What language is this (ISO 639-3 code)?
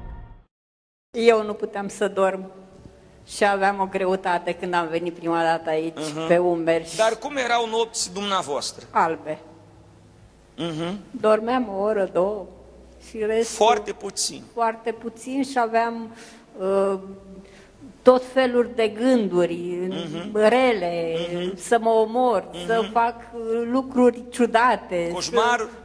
ron